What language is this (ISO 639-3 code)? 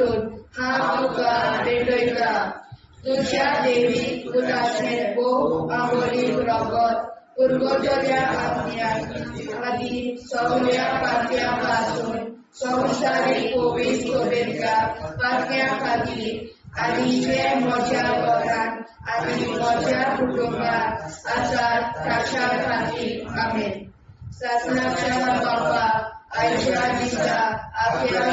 kok